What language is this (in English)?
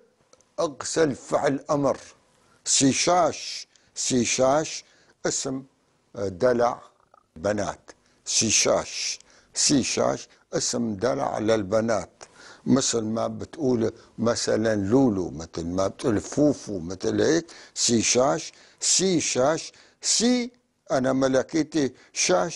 North Levantine Arabic